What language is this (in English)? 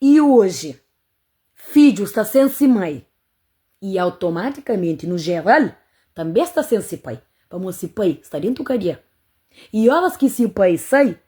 Kabuverdianu